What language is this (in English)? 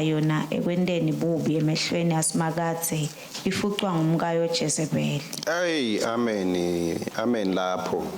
Swati